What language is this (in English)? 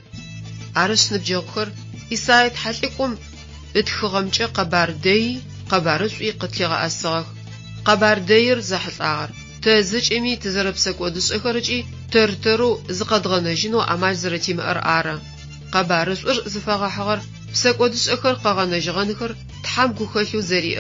Adyghe